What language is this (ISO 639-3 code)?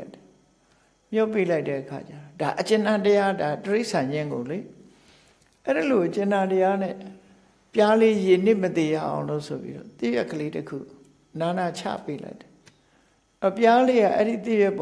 mya